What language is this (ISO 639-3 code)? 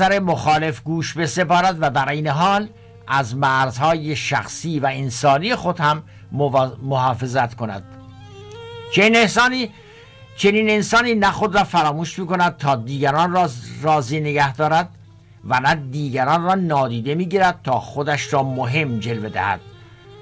fas